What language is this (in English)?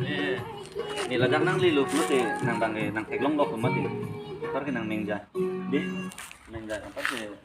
Karbi